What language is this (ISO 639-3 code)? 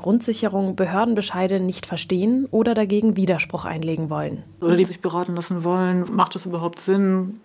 deu